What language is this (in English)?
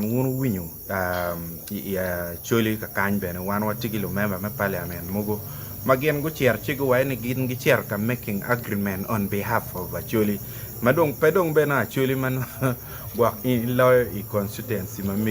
Acoli